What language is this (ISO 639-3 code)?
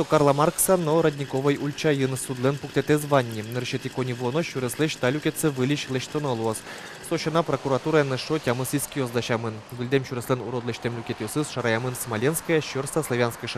udm